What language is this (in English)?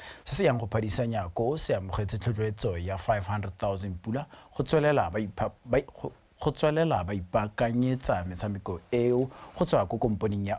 Tswana